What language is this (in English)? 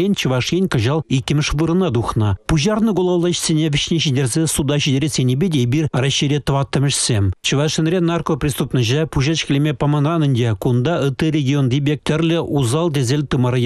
Chuvash